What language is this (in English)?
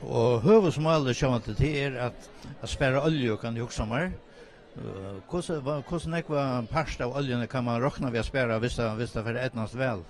Faroese